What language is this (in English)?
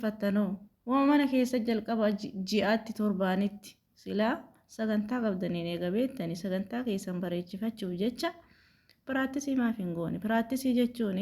Oromo